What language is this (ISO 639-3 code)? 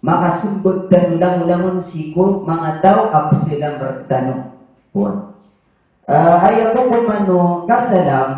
mrw